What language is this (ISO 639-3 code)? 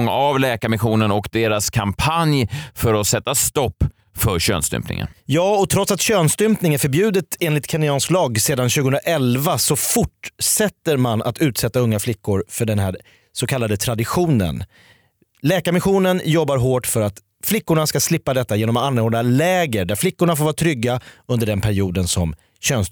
swe